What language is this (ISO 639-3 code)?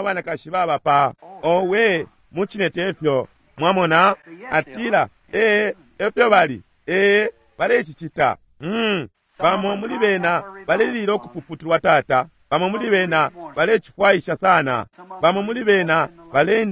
bem